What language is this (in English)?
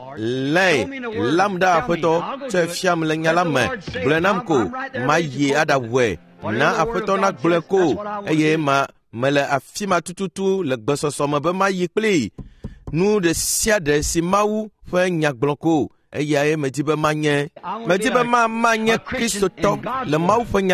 Ewe